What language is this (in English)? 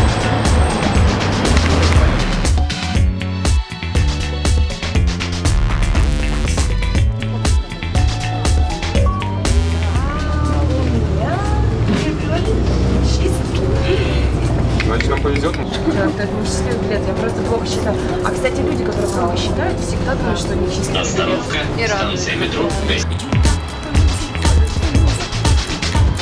Russian